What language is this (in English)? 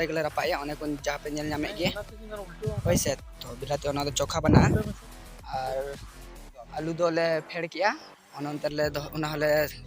Santali